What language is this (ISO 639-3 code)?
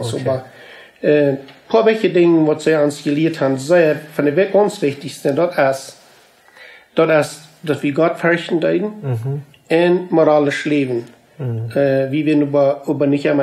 pdt